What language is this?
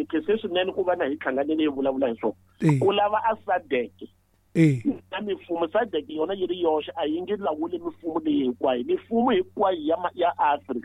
Tsonga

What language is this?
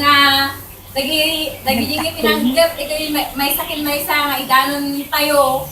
Iloko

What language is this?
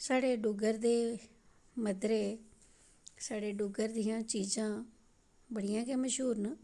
Dogri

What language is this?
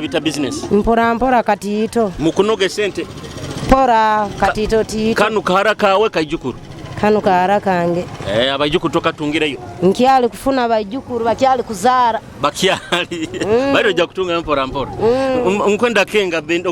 Nyoro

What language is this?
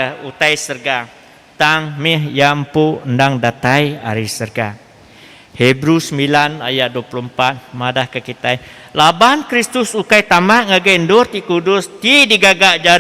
Iban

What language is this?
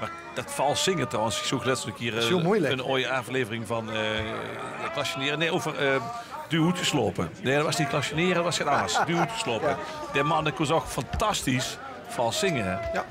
Limburgish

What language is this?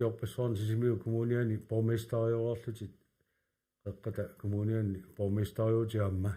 Kalaallisut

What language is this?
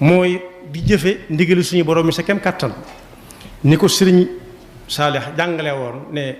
Wolof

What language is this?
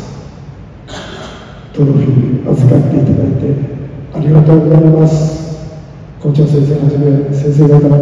Japanese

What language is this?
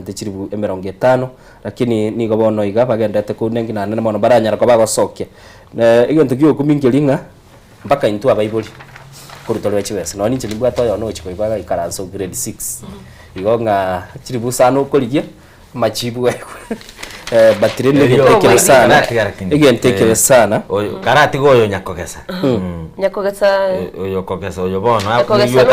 Gusii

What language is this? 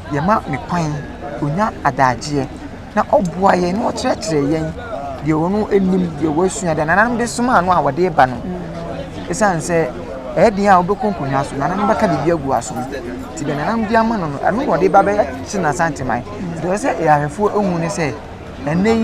Akan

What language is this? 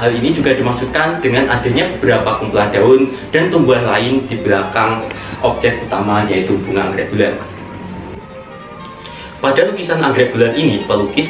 Indonesian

